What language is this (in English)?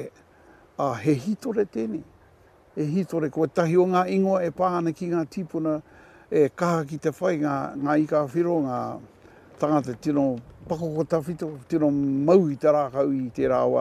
Māori